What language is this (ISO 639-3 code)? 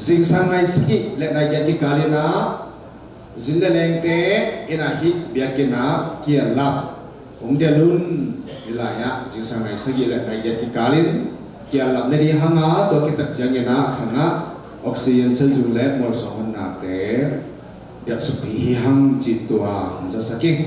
ctd